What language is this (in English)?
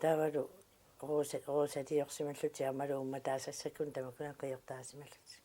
Kalaallisut